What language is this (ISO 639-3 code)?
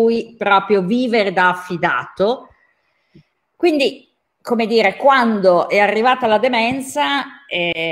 ita